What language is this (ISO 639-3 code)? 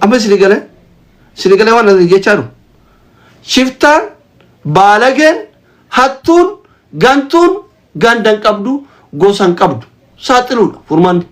orm